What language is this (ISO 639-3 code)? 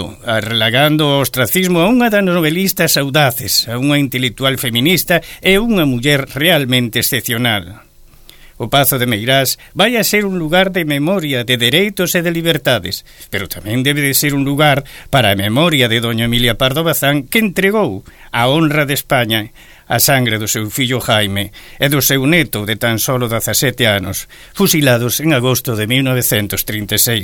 glg